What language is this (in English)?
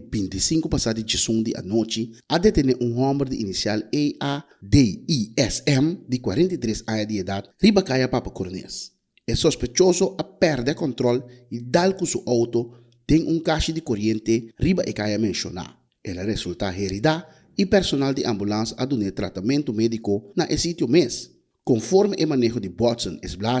Papiamento